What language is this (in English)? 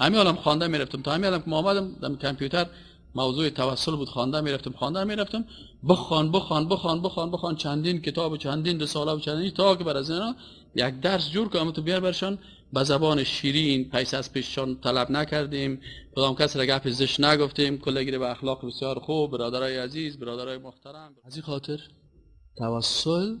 Persian